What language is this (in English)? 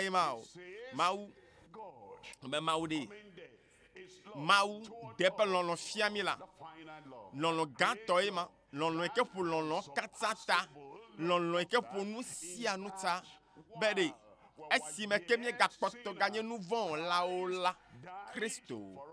Ewe